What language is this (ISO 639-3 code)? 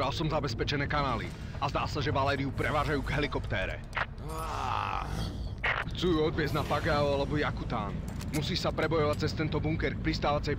slk